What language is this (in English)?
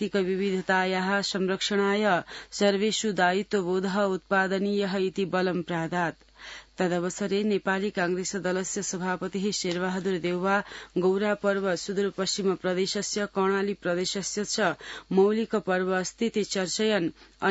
Sanskrit